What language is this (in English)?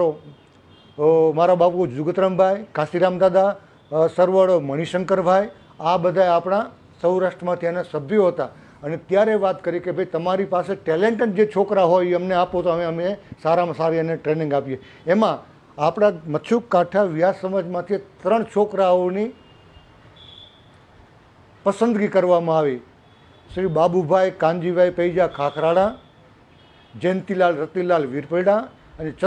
Gujarati